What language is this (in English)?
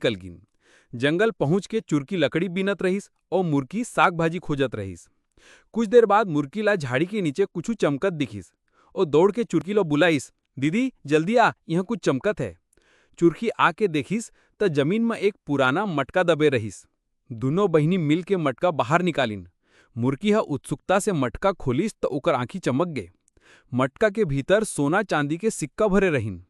Chhattisgarhi